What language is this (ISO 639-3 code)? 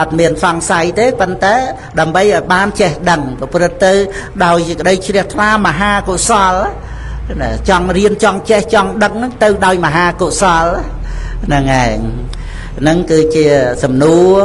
khm